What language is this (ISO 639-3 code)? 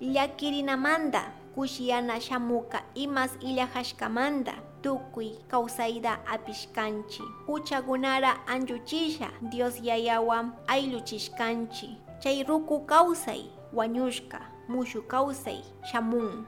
qug